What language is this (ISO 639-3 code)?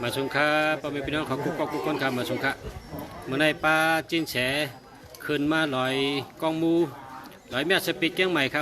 shn